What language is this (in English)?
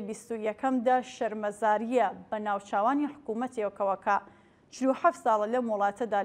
Central Kurdish